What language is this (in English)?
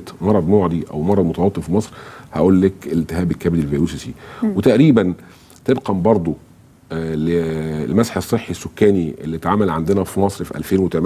Egyptian Arabic